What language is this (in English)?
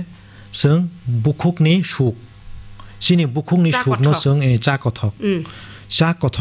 Kok Borok